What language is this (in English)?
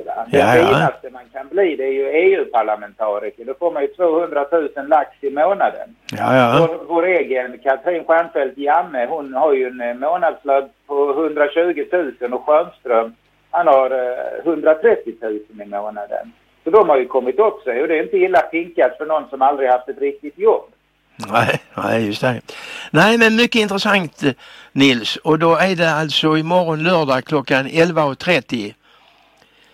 Swedish